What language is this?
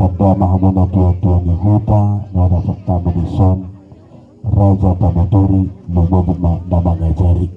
Batak Toba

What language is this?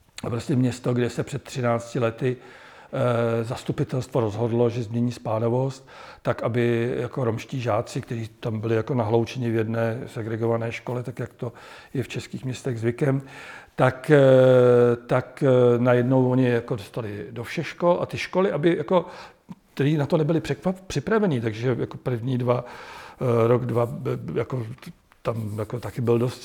Czech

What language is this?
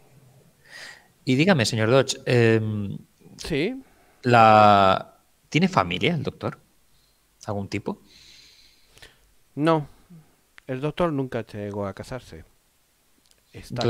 Spanish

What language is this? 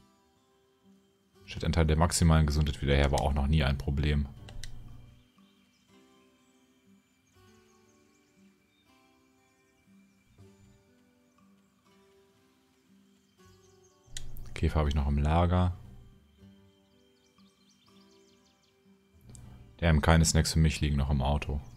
German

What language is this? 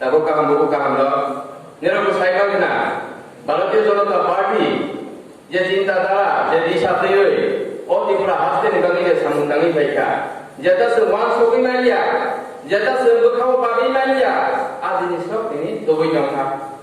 Kok Borok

